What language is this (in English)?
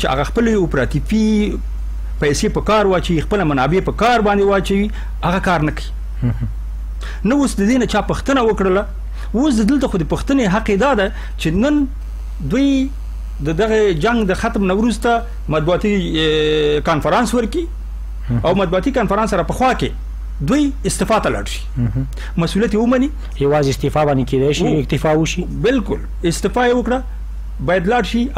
Pashto